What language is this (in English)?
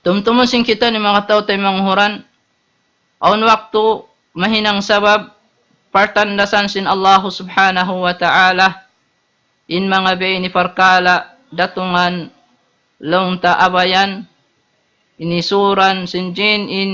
Tausug